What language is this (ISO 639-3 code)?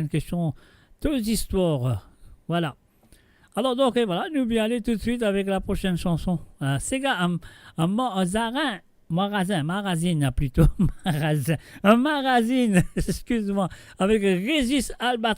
mfe